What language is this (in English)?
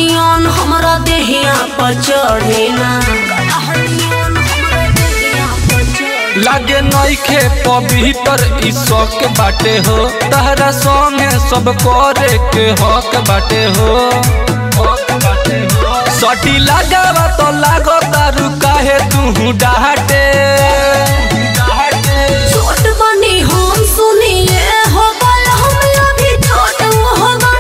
Bhojpuri